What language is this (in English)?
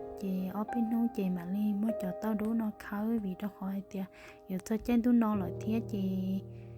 Hmong